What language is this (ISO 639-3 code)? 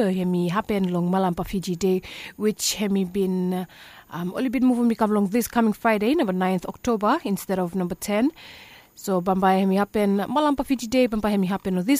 bis